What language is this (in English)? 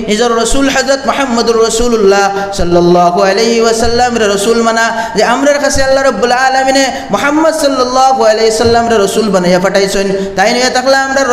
Sylheti